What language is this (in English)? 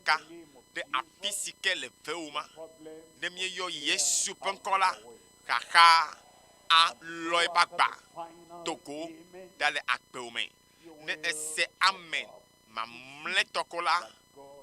Ewe